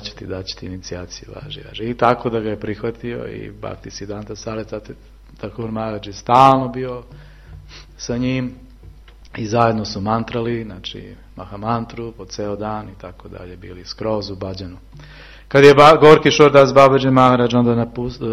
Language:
Serbian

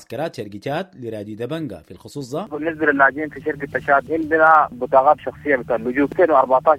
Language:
Sudanese Arabic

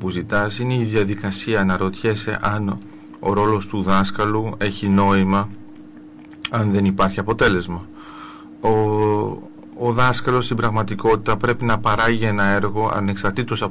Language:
Greek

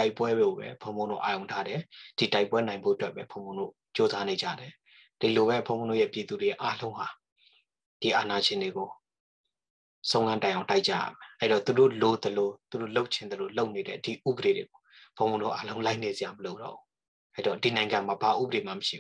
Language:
Burmese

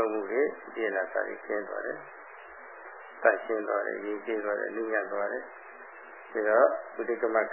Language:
Burmese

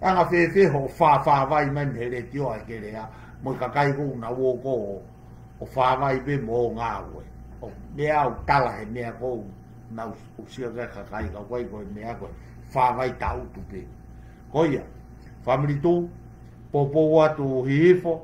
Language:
Tongan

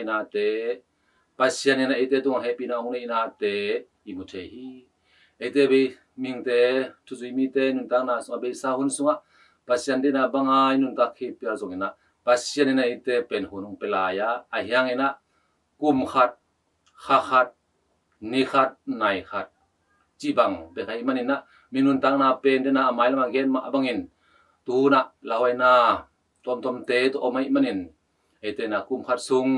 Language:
Tedim Chin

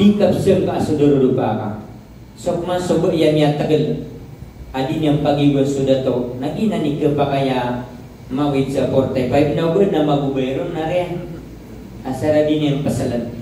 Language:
Maranao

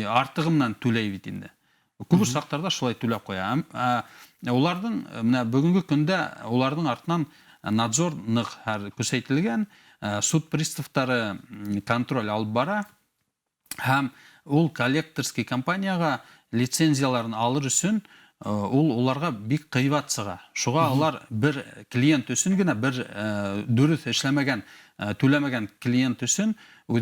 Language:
Bashkir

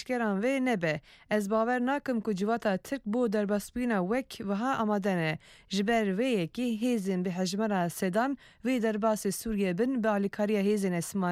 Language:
Kurdish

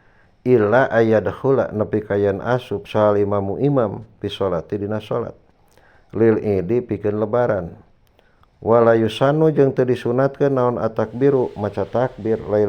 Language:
Sundanese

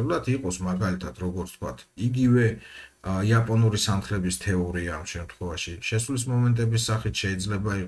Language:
Georgian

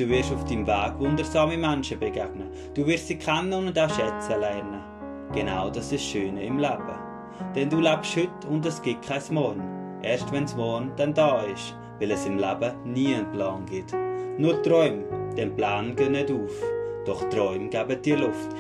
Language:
Swiss German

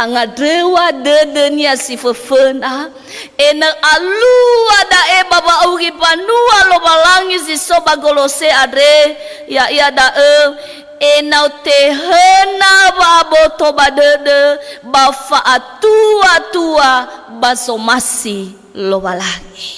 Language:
Nias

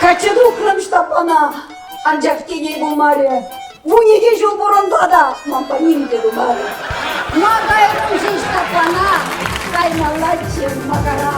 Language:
Chuvash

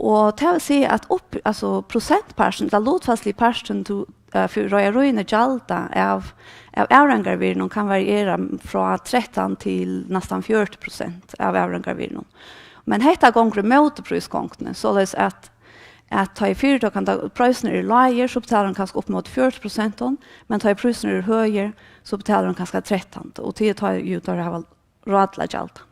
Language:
Faroese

